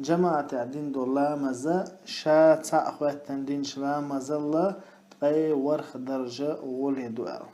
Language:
Chechen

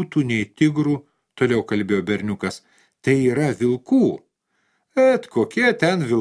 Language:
Lithuanian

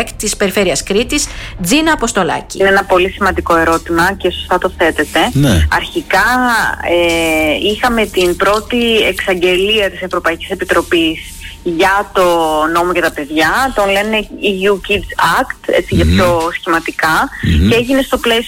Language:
Greek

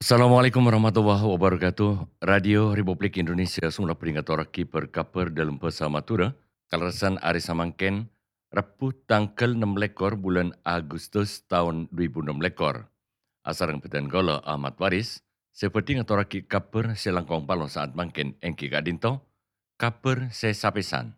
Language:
Madurese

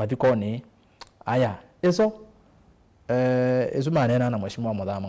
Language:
Kamba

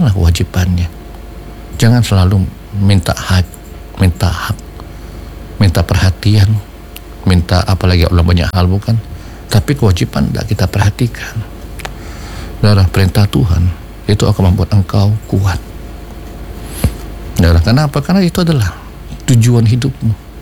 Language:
Indonesian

